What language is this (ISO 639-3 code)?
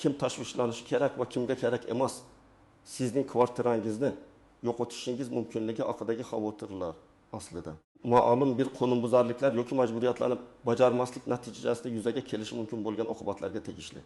uzb